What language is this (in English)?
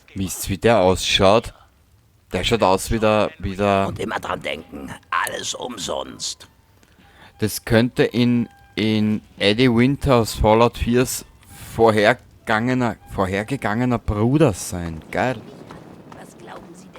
Bavarian